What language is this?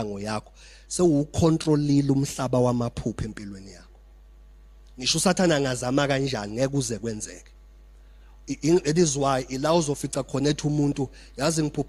Zulu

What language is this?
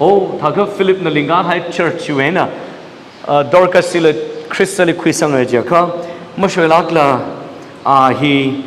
Tangkhul Naga (India)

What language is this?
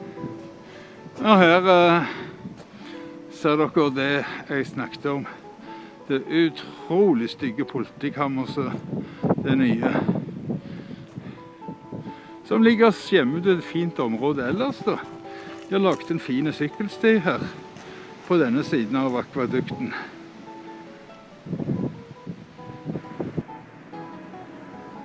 Norwegian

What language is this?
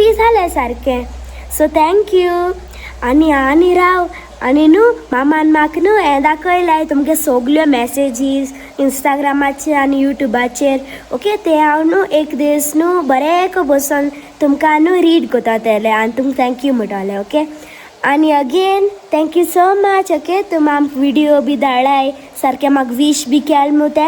Konkani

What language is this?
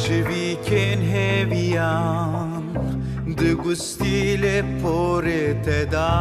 Kurdish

